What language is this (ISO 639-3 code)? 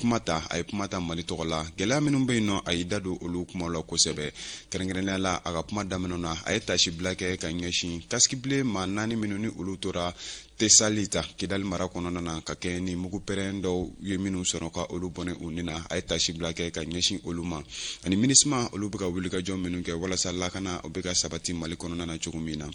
bam